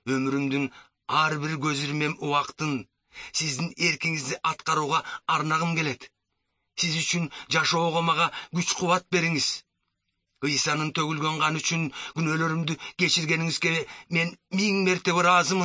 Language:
Kyrgyz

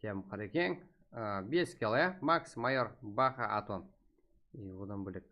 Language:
Kara-Kalpak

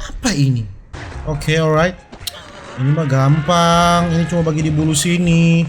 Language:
Manado Malay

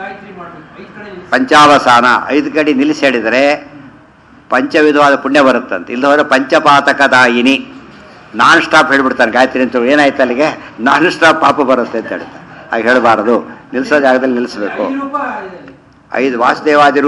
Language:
Kannada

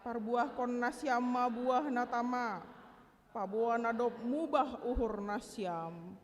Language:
Batak Simalungun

